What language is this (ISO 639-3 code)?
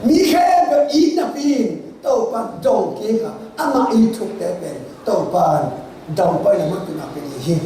ctd